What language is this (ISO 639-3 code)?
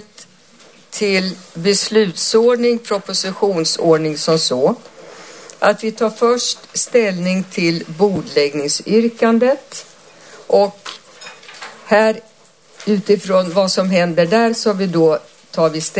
swe